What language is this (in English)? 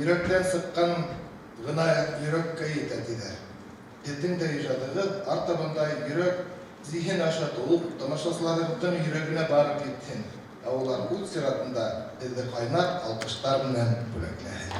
Bashkir